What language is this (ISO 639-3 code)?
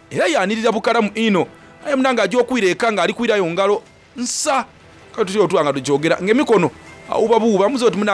xog